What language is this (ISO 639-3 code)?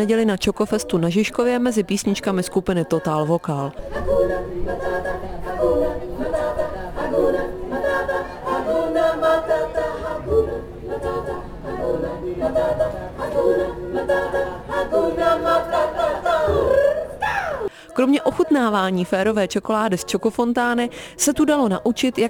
ces